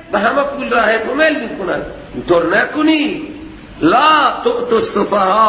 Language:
Persian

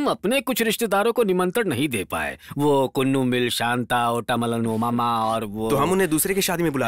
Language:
Hindi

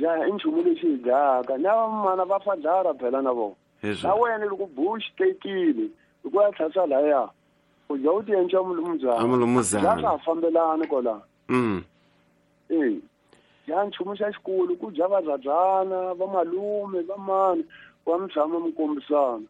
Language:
Tsonga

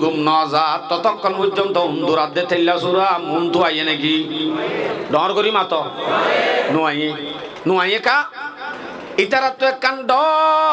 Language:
Rohingya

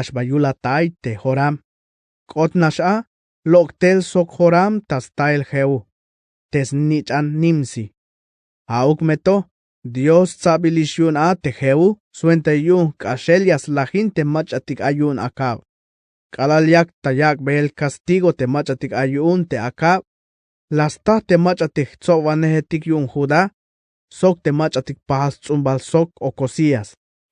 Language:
Tzeltal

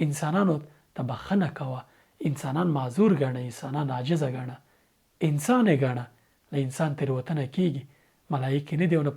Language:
Pashto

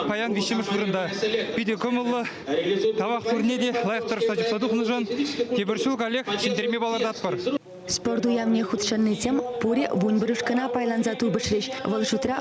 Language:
Chuvash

